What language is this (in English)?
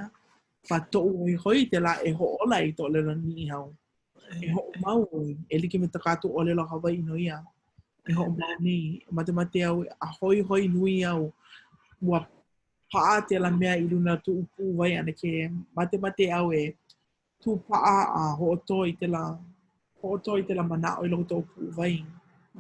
Hawaiian